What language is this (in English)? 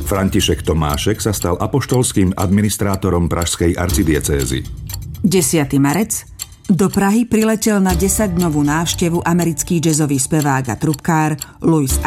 Slovak